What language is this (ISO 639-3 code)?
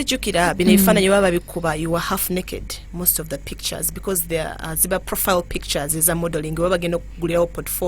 lug